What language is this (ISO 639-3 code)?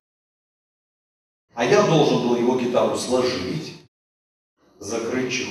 rus